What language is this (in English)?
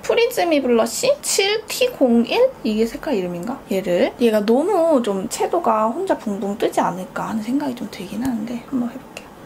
Korean